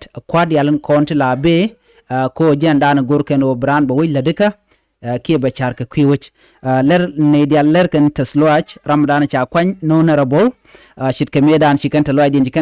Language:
Nuer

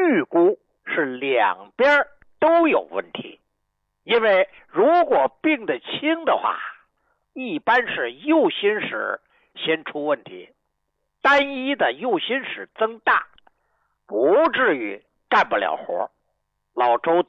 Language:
Chinese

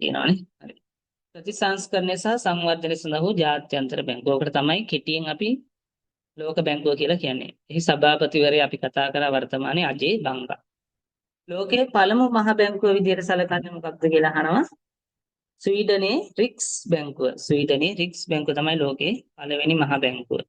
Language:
Sinhala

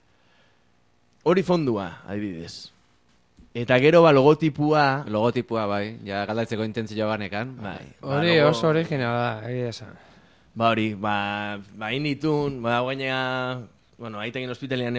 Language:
Basque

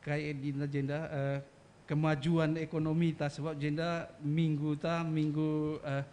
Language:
Batak Karo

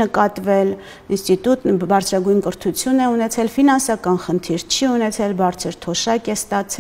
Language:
Armenian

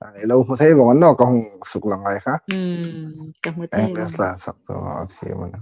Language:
Hmar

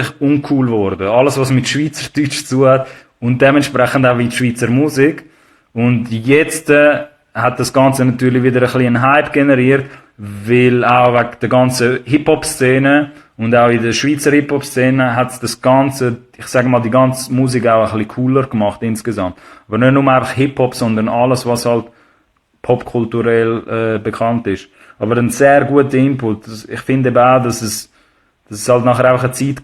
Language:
Swiss German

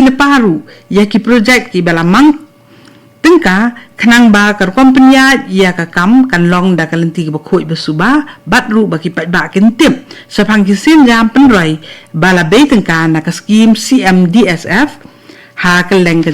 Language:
Khasi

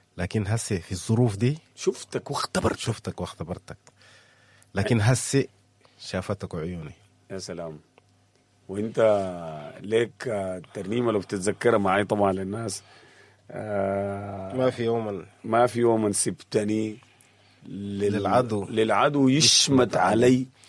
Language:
Sudanese Arabic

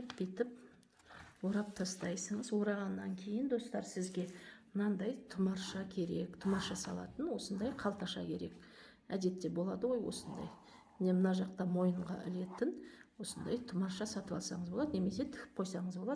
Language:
Kazakh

